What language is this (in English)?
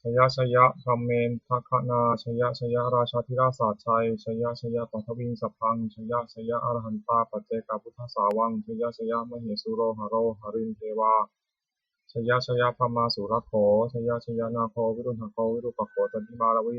Pali